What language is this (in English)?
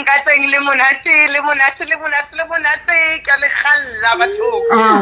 Southern Sotho